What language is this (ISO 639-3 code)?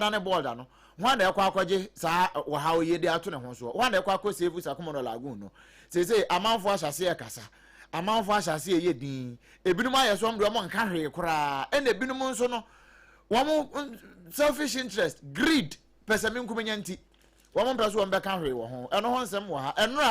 aka